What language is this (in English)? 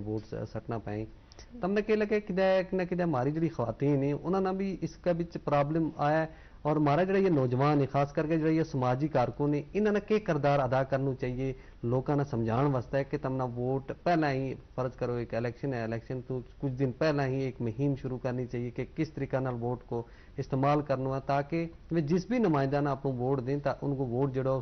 Gujari